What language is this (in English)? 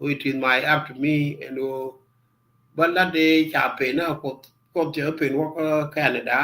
Nuer